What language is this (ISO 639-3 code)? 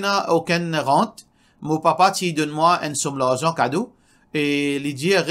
mfe